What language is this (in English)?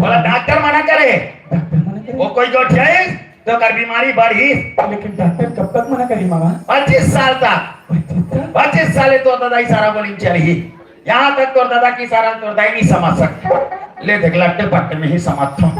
Chhattisgarhi